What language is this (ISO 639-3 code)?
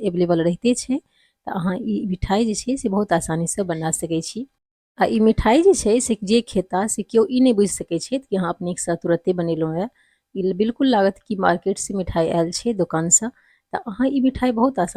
mai